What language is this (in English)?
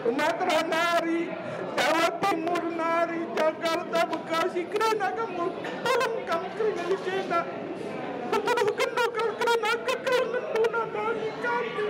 Batak Karo